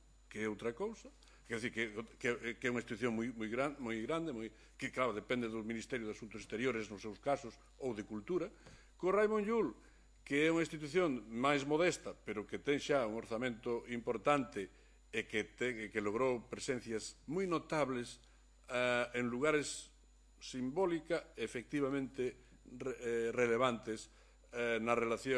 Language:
Galician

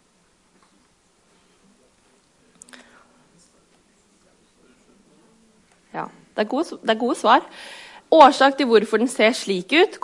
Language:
Norwegian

